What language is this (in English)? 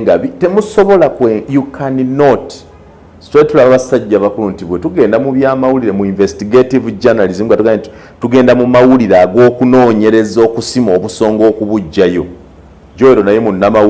Ganda